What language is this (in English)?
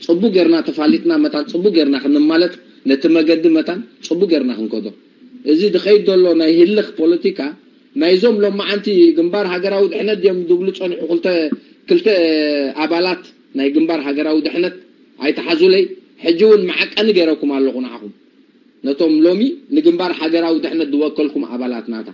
Tigrinya